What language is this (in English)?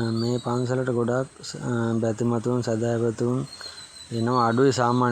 Sinhala